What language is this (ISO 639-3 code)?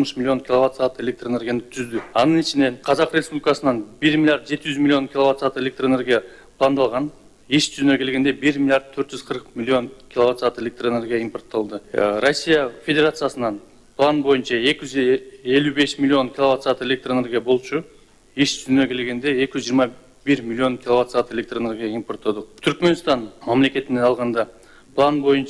kir